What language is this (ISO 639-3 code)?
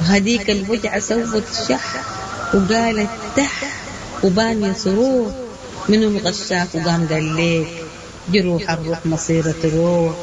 apd